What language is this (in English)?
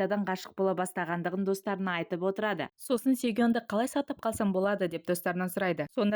Kazakh